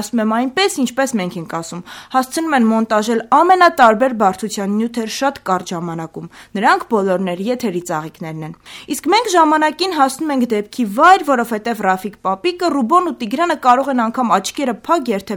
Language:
Armenian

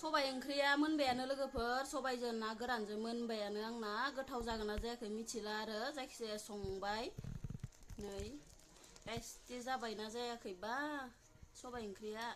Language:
Bodo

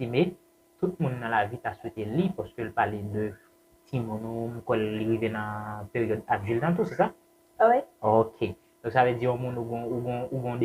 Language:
Haitian Creole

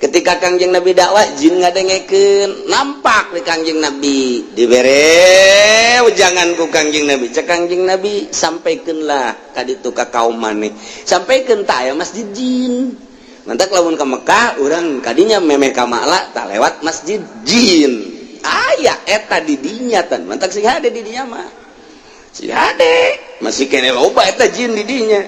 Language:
Sundanese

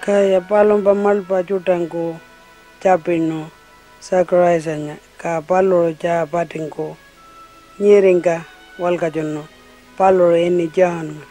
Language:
Pitjantjatjara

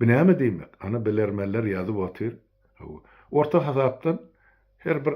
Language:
Turkmen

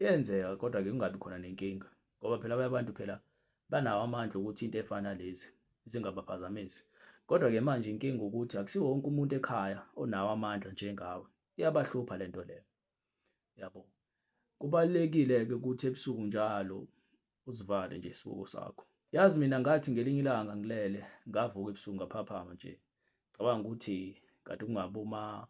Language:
Zulu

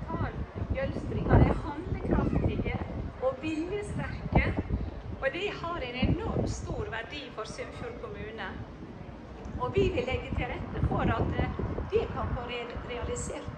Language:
Norwegian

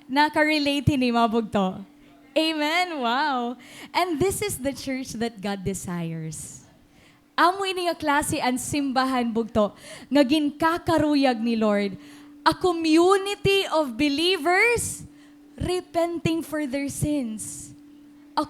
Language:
Waray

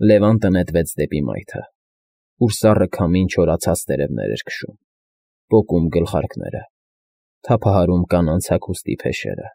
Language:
Armenian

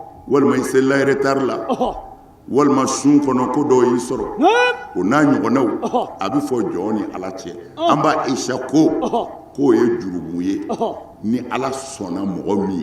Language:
Bambara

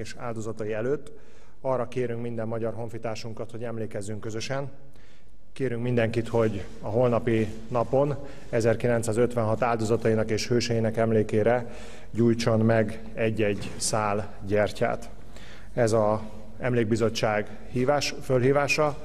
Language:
Hungarian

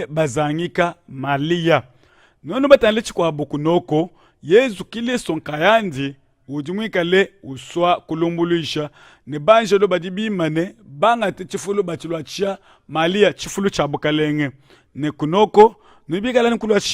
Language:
Luba-Lulua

